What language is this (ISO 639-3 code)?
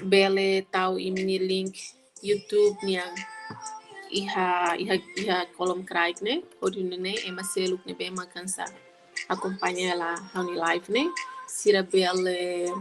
tet